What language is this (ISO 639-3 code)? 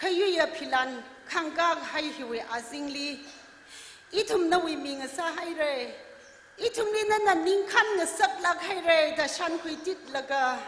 nmf